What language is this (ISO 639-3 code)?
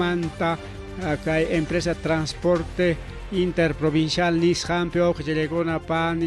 quy